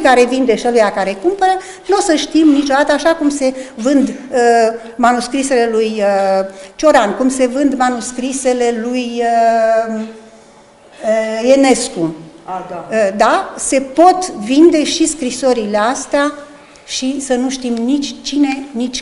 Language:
Romanian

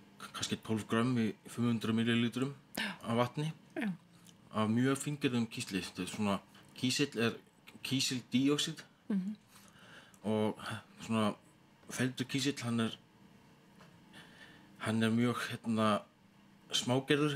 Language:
Icelandic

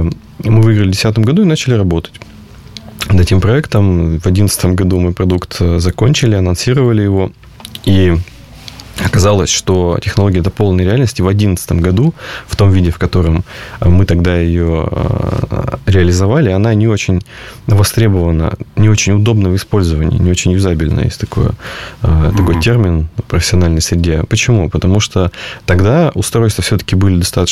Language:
Russian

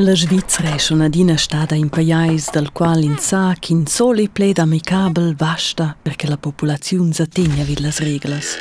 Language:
Romansh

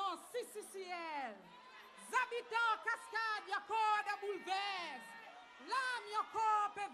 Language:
Seselwa Creole French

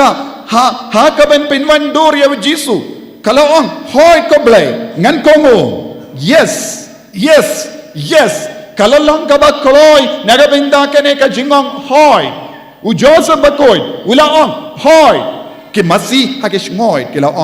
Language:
Khasi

